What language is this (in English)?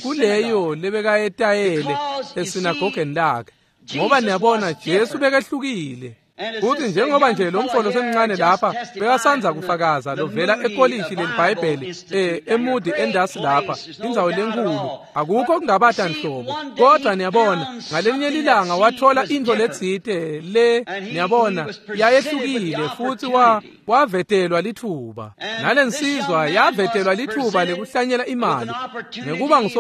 Swati